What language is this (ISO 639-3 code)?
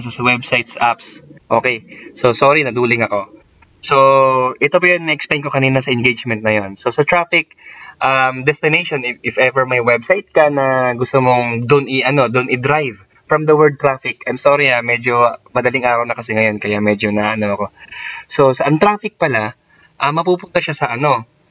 fil